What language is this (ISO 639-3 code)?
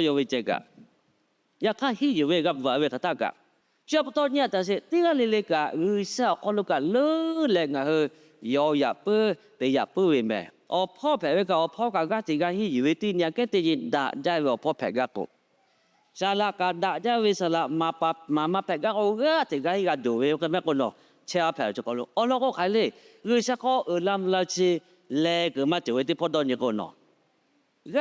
lhu